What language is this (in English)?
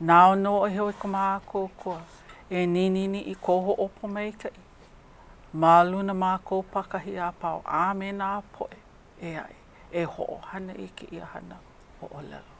Hawaiian